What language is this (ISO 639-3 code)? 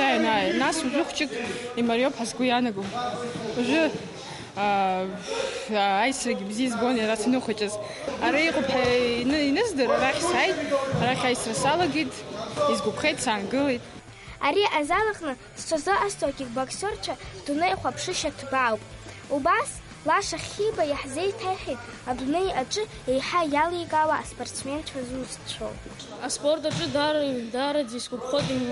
abk